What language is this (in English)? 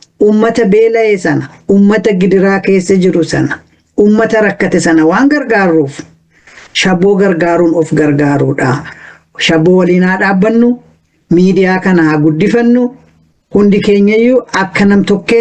Oromo